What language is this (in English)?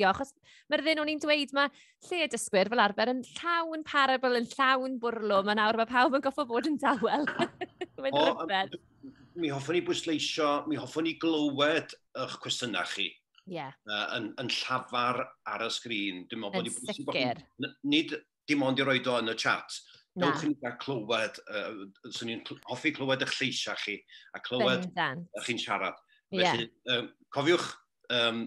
Welsh